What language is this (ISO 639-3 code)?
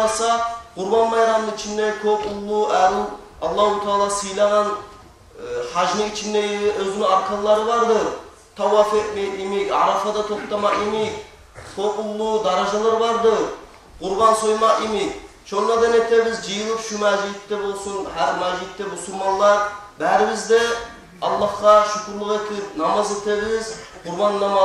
kum